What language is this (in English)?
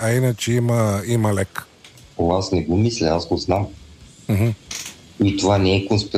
Bulgarian